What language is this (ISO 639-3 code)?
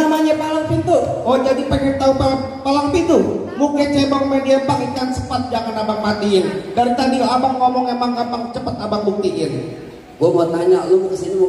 bew